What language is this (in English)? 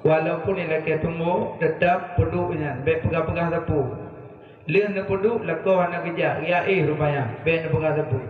Achinese